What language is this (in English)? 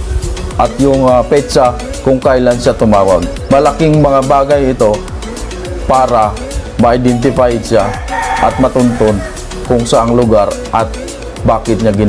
Filipino